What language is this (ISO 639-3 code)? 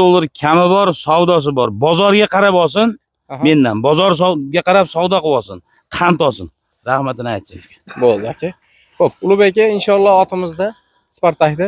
uzb